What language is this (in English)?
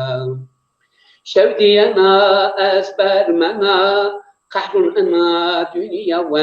Zaza